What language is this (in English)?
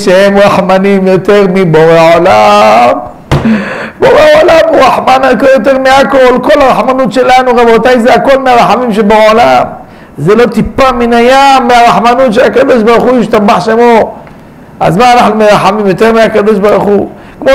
Hebrew